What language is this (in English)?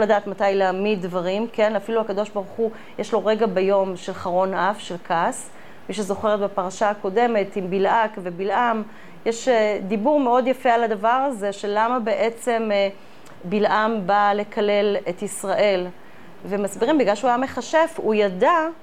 Hebrew